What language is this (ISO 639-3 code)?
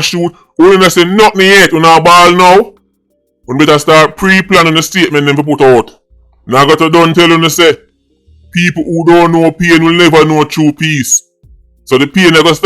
jam